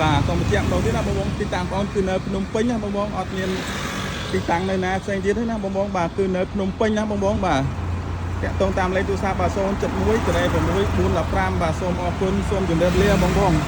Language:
Khmer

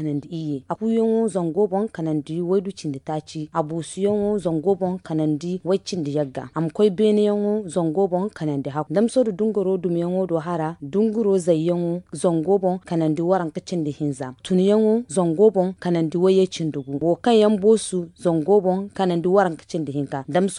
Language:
Zarma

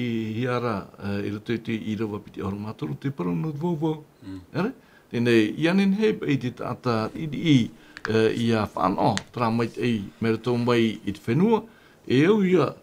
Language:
Tahitian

